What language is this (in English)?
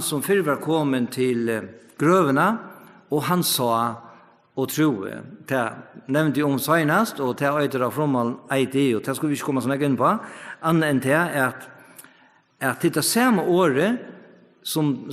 Faroese